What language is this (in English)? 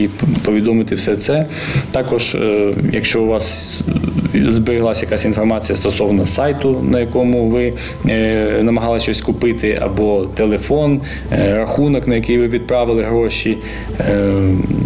Ukrainian